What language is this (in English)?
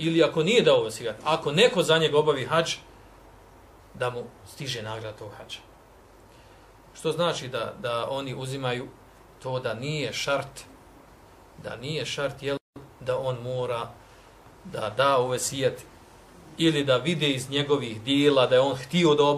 Bosnian